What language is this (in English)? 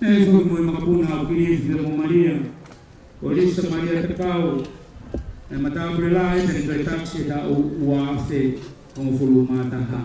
Tongan